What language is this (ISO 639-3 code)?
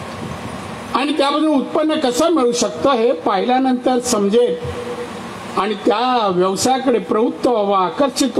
mar